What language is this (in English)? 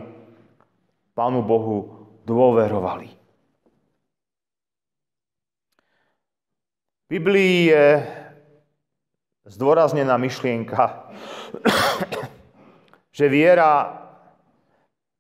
Slovak